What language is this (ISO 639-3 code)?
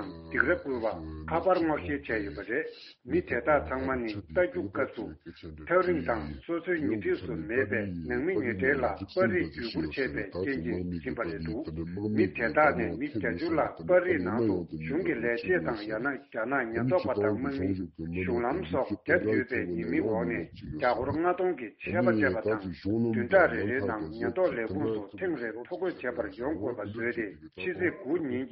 bod